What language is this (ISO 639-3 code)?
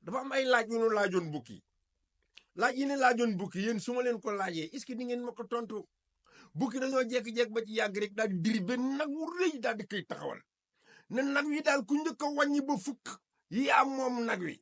wol